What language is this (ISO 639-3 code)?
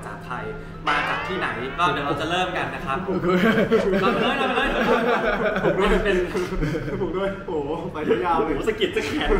tha